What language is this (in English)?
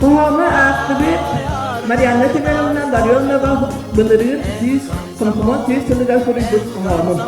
Yakut